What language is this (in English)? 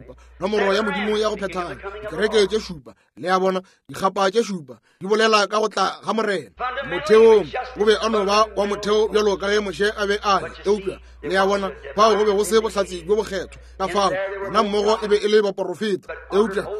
Northern Sotho